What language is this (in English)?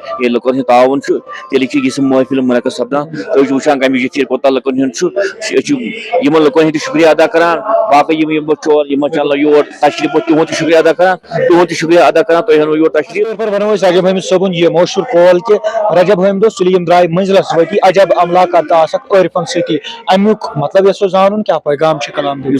Kashmiri